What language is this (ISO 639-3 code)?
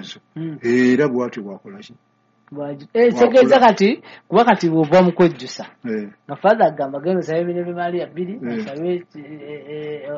lug